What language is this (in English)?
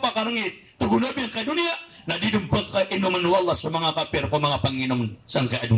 Maranao